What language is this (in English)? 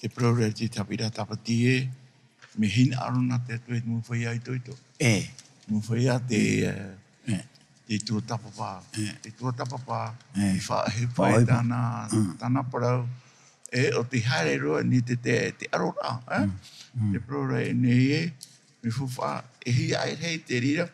Tahitian